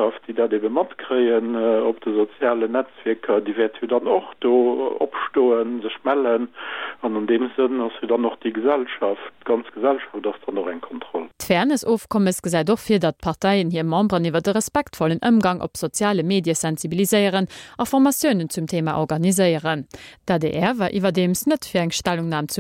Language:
Luxembourgish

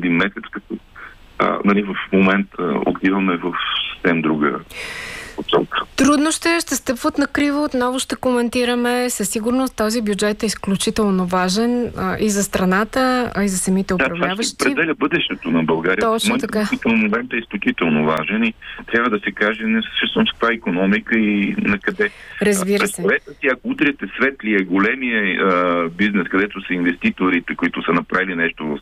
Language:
Bulgarian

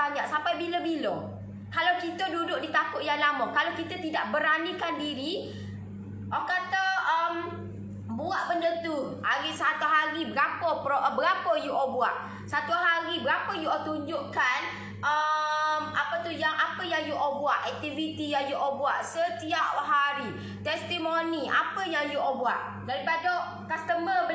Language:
Malay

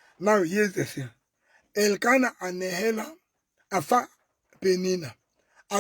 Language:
Southern Sotho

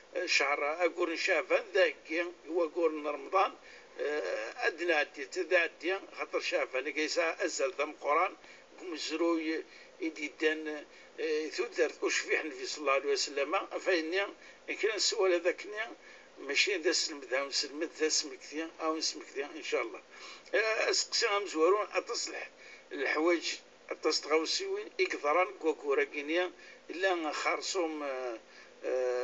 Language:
Kabyle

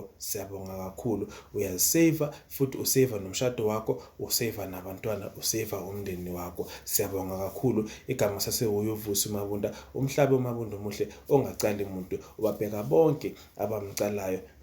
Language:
Zulu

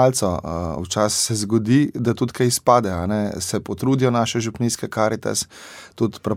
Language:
Slovenian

